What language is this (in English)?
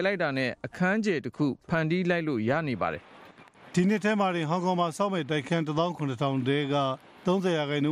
Burmese